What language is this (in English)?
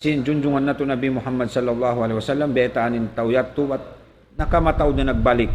Tausug